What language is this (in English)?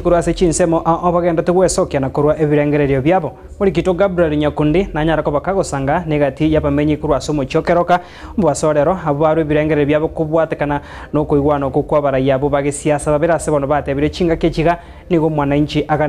Gusii